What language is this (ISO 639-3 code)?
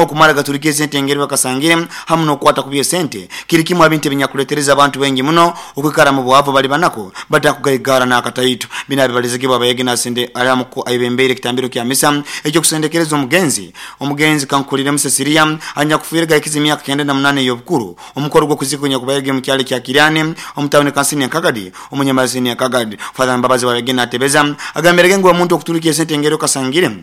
nyo